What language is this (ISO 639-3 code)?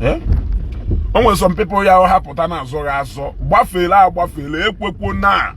ibo